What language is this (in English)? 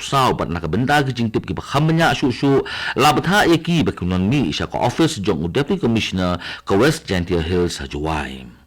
Khasi